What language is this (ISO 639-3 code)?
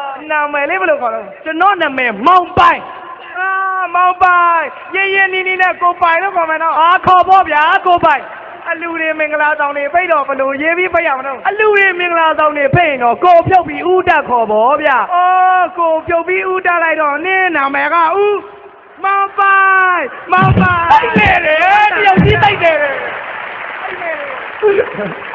mya